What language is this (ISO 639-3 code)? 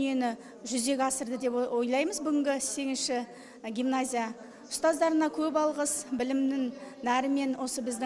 kaz